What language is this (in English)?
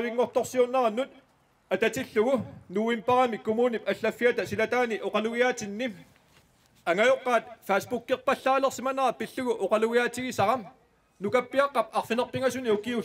Kalaallisut